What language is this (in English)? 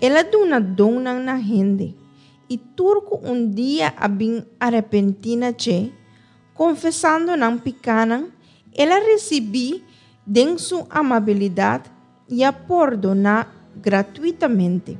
Papiamento